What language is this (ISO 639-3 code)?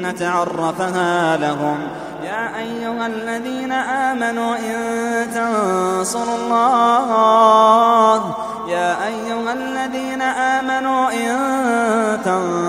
ara